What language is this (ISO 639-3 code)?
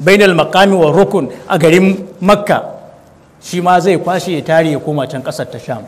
hau